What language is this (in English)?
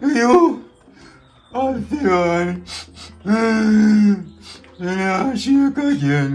Jamaican Creole English